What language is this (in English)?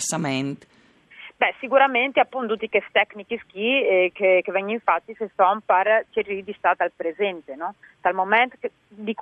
Friulian